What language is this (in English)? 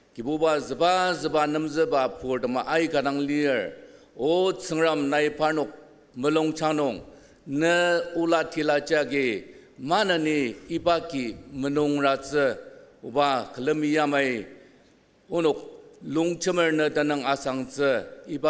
Ao Naga